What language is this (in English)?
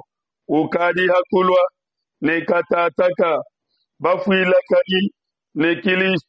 Luba-Lulua